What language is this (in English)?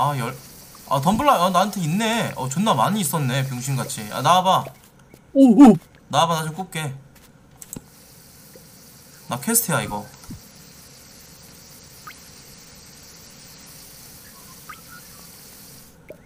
Korean